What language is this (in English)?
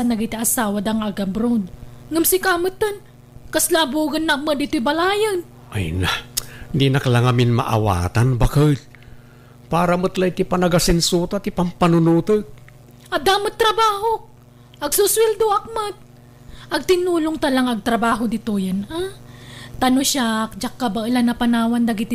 Iloko